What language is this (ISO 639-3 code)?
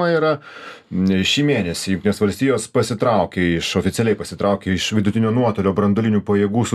lit